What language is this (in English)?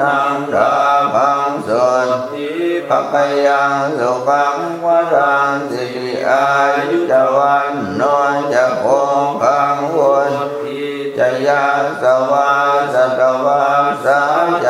Pali